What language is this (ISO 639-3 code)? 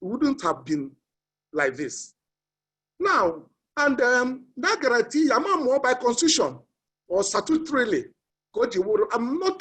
ibo